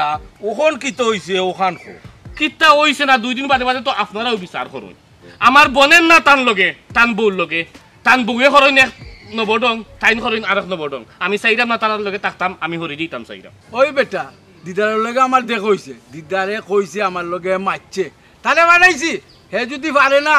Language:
Sylheti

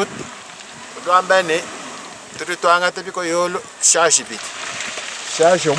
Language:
Luba-Lulua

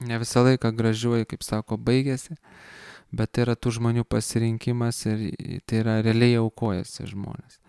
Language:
Lithuanian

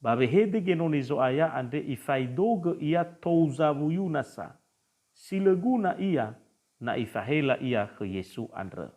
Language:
Nias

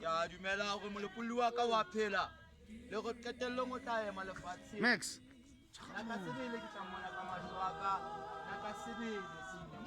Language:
Southern Sotho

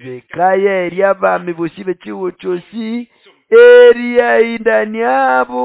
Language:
Nande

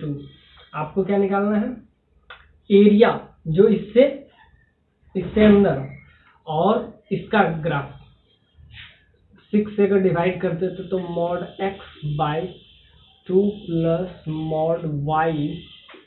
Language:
Hindi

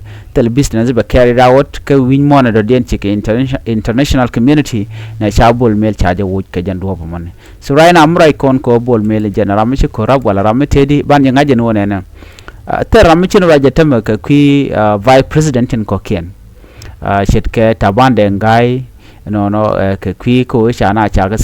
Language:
Nuer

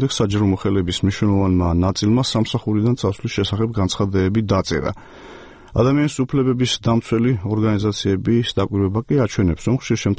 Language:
Georgian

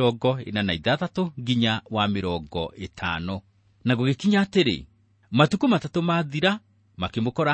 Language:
Kikuyu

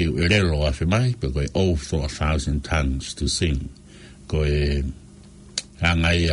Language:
Tongan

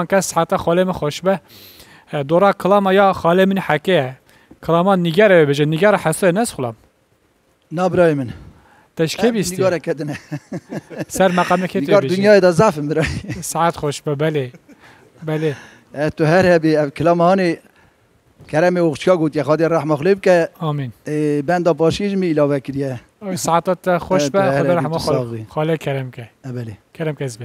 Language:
Kurdish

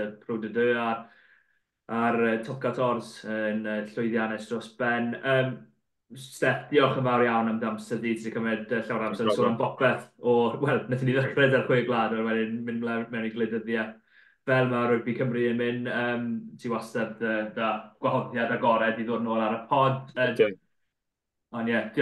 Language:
Welsh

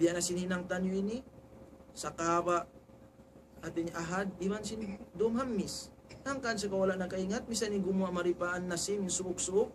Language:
Tausug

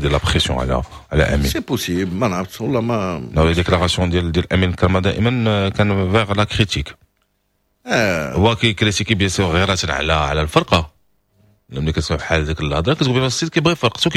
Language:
Moroccan Arabic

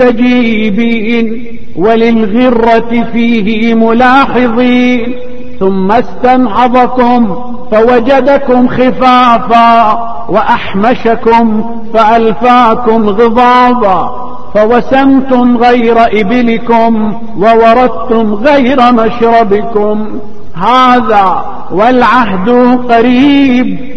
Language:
Arabic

